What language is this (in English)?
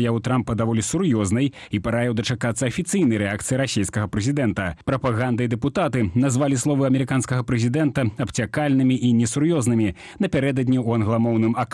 Belarusian